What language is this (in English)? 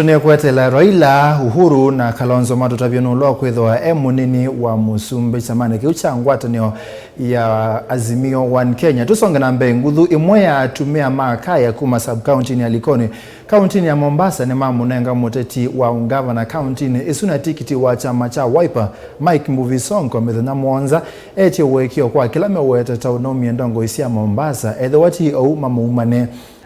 Kamba